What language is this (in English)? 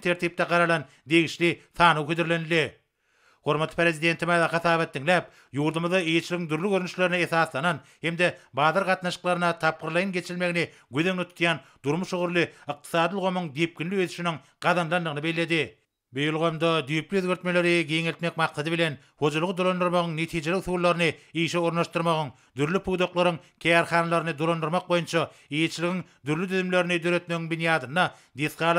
Turkmen